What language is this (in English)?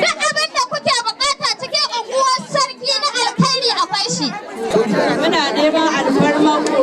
Hausa